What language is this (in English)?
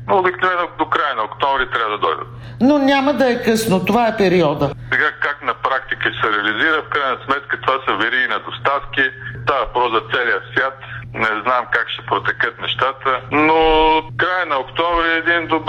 Bulgarian